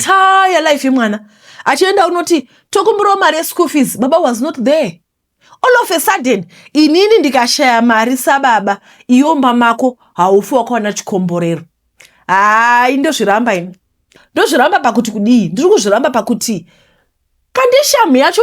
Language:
Shona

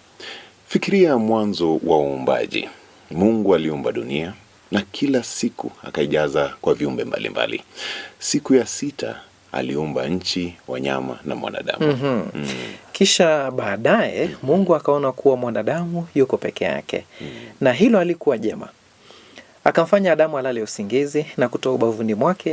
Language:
Swahili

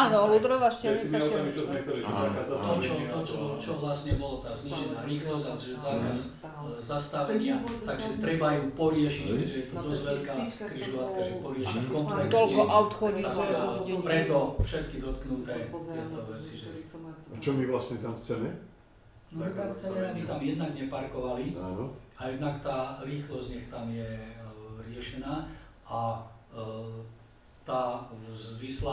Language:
Slovak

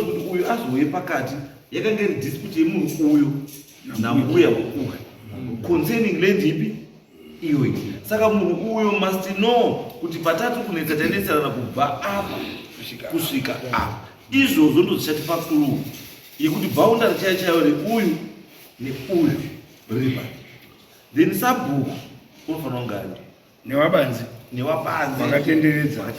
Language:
Shona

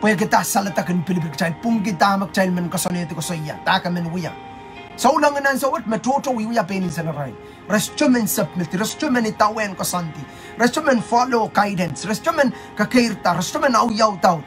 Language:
Pohnpeian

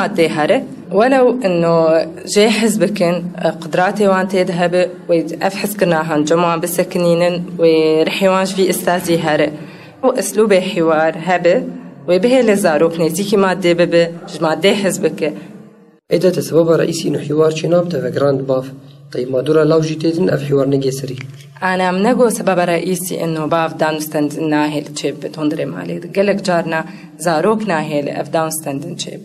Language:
Kurdish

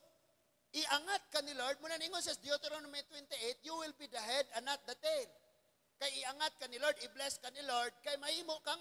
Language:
Cebuano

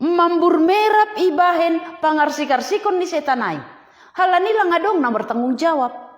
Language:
Batak Simalungun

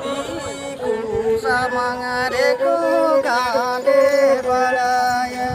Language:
Santali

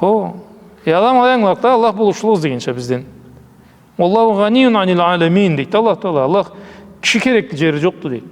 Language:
Karachay-Balkar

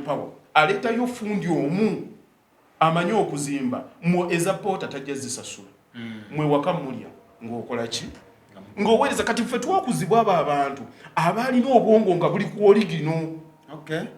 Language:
Ganda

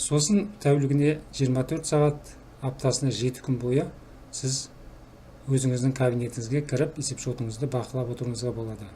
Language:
Kazakh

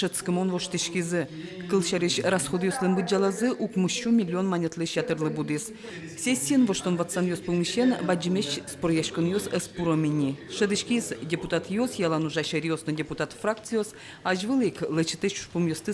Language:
Udmurt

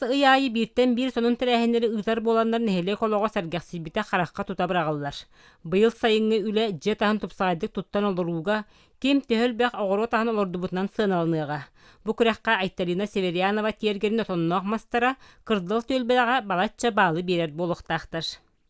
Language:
Yakut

